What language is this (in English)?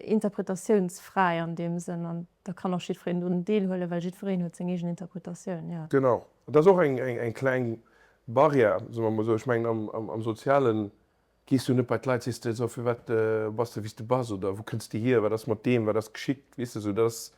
Luxembourgish